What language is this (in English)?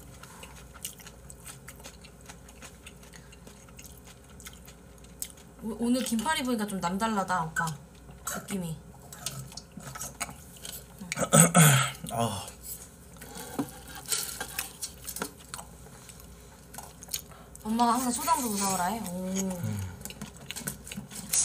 Korean